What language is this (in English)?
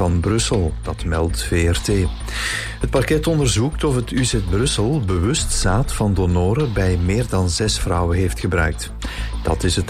Dutch